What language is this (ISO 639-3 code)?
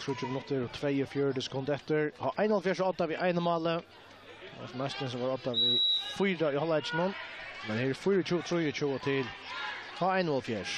fao